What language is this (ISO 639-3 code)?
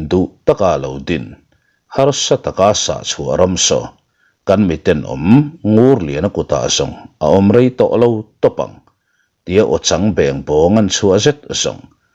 lus